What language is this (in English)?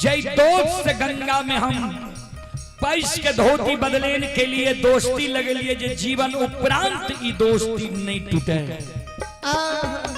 Maithili